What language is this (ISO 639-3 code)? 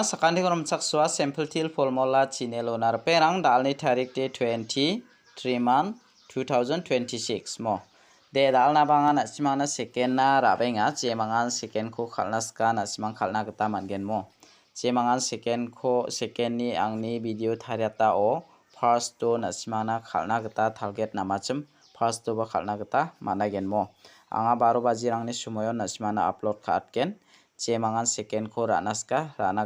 grt